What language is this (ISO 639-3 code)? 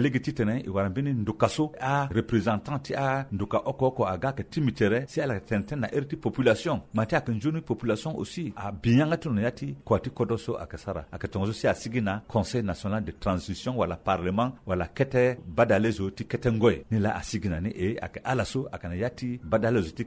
sag